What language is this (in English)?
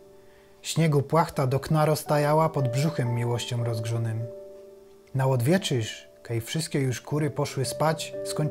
Silesian